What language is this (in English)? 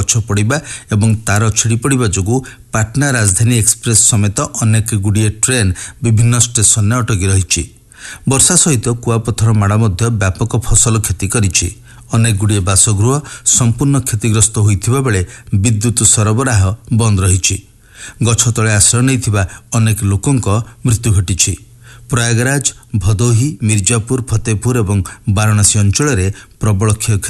Odia